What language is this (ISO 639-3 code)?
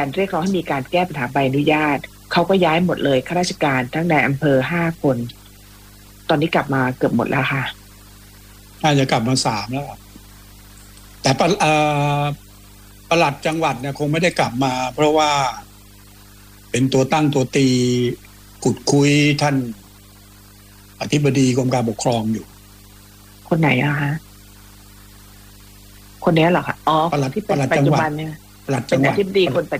tha